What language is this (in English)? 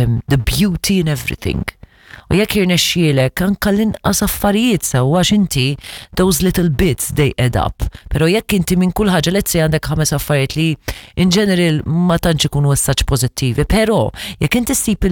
Maltese